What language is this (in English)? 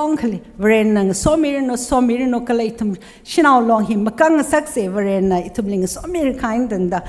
Tangkhul Naga (India)